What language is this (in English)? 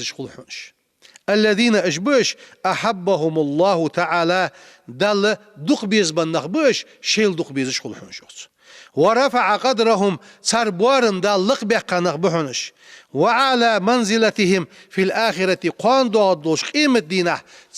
Ingush